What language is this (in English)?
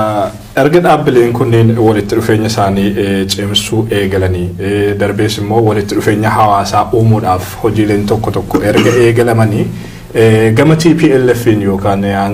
Oromo